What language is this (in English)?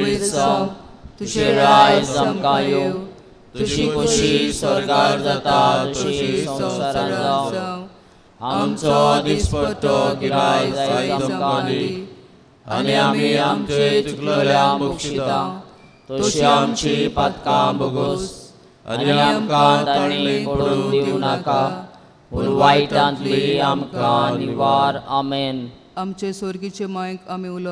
Konkani